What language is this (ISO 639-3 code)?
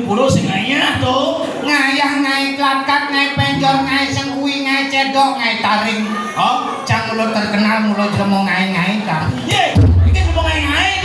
ban